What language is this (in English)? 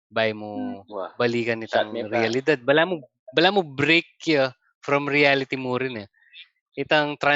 Pampanga